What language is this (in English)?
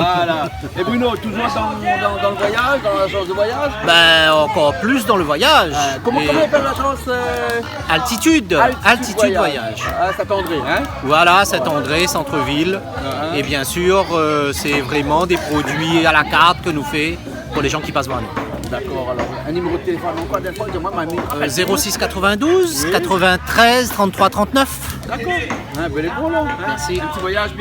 Réunion Creole French